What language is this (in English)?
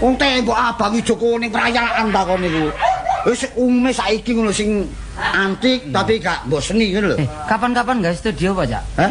Javanese